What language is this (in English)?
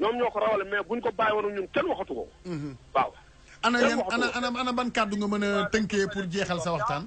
Wolof